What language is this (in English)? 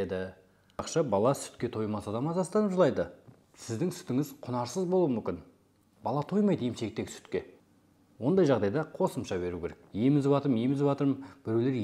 Kazakh